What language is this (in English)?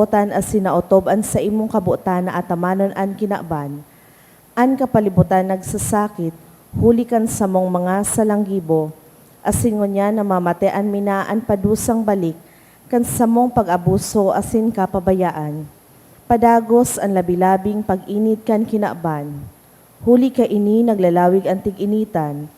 Bikol